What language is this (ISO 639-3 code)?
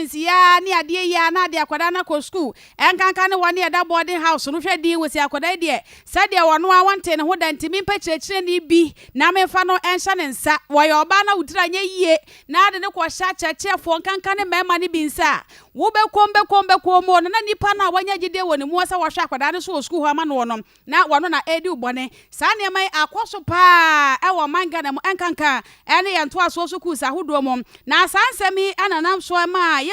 aka